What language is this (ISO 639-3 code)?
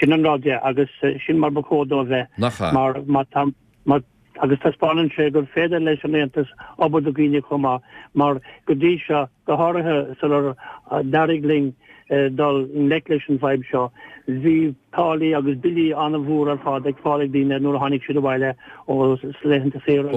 gle